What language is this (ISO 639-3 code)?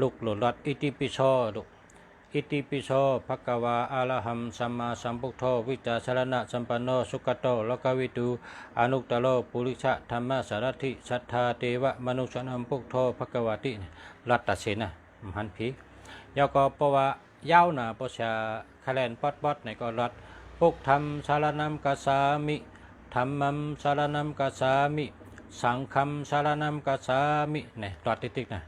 shn